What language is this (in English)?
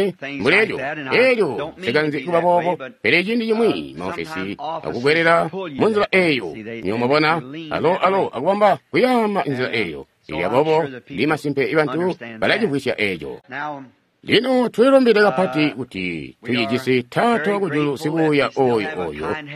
Tonga (Zambia)